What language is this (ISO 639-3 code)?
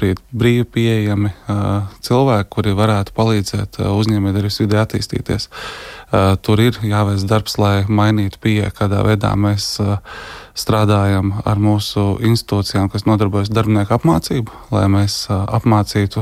lav